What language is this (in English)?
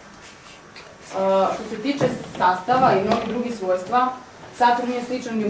Serbian